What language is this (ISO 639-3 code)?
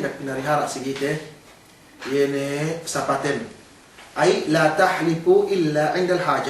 yka